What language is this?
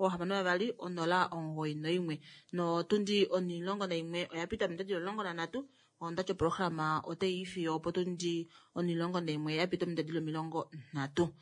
Kuanyama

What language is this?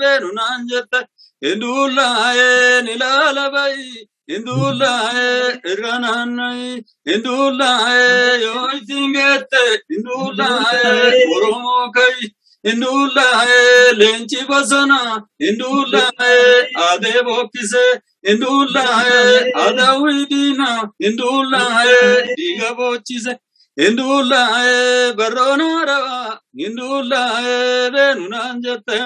Oromo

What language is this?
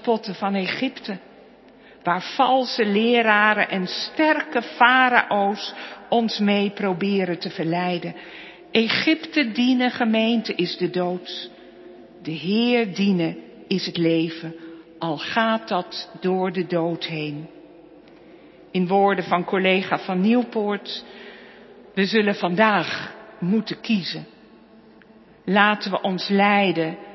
Dutch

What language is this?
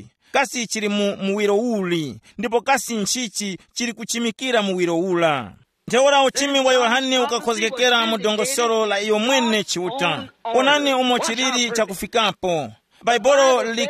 Tumbuka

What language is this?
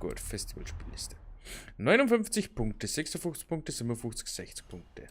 Bavarian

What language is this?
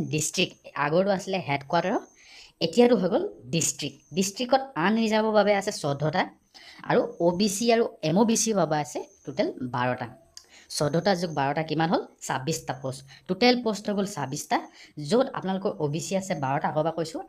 Assamese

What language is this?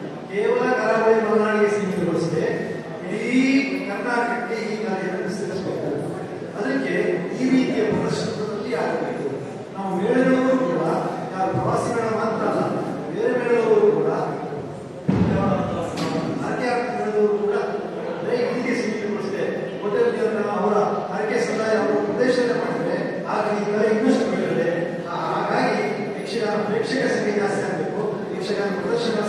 Kannada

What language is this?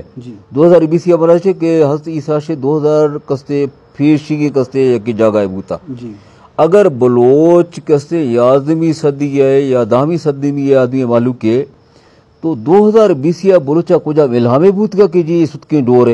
Eastern Balochi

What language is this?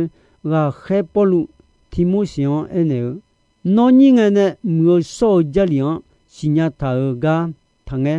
Akha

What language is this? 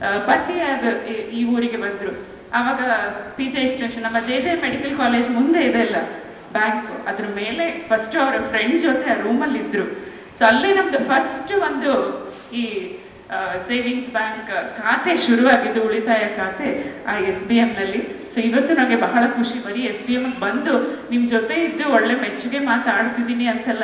Kannada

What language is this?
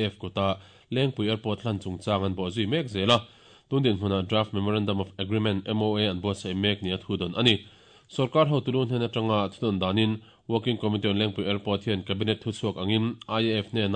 Mizo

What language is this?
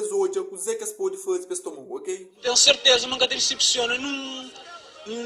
Kabuverdianu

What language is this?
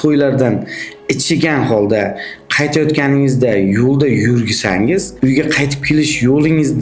Uzbek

